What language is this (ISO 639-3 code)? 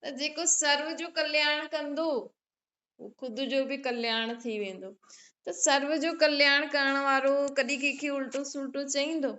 snd